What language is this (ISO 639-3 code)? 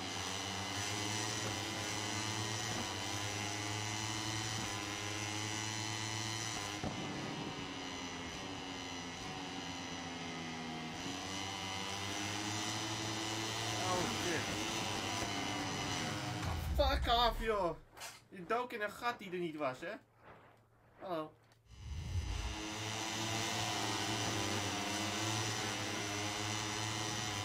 nld